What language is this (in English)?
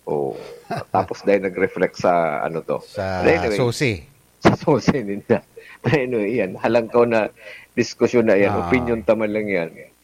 Bikol